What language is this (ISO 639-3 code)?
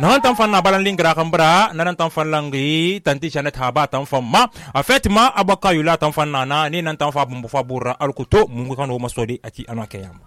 sus